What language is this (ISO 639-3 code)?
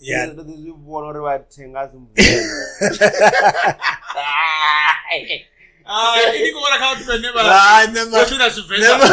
ven